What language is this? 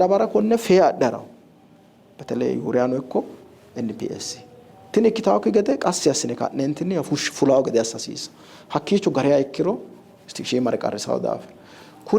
Sidamo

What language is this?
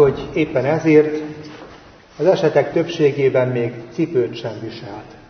Hungarian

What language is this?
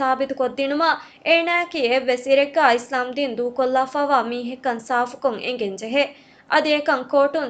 Divehi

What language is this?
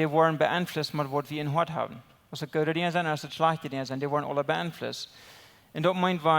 Plautdietsch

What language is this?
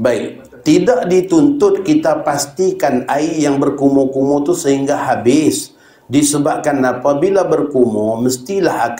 Malay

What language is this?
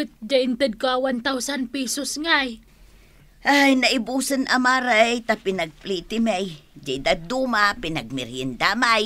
Iloko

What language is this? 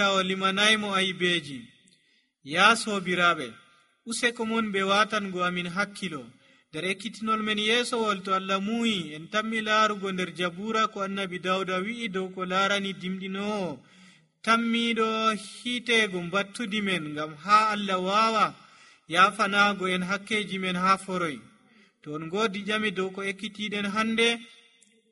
Nigerian Fulfulde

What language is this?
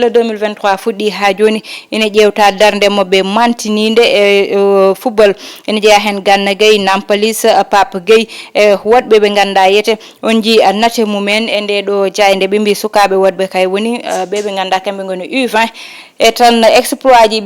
Fula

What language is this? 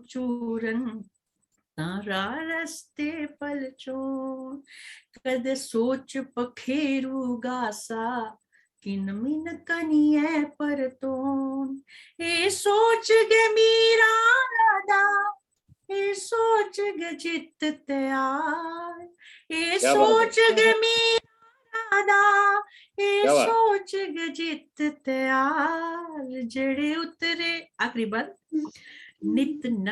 Dogri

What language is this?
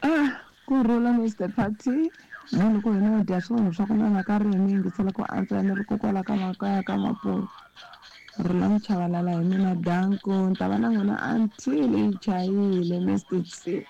Tsonga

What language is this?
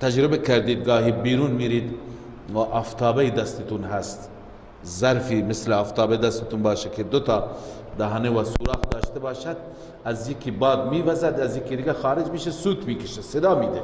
Persian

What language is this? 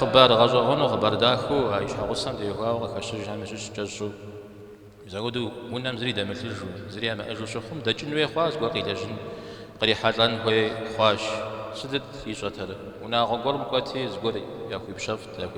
Kabardian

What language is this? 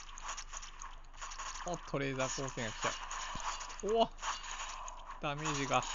Japanese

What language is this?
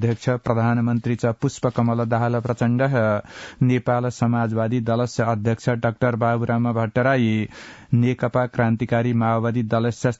Sanskrit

